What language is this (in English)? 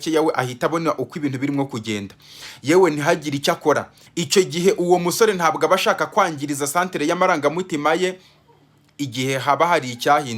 Kinyarwanda